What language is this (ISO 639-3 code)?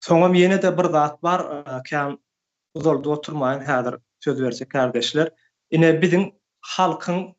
tuk